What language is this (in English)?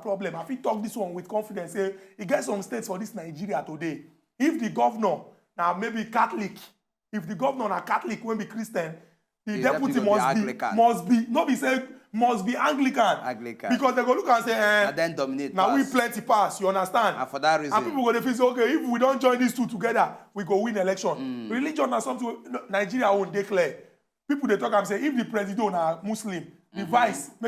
Nigerian Pidgin